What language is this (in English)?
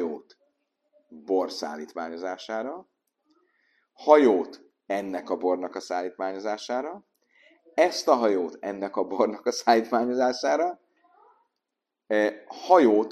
Hungarian